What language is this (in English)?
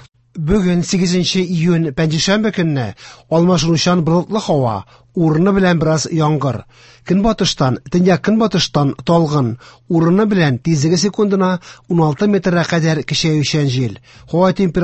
Tatar